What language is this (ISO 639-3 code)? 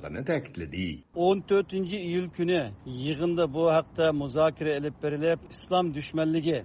uig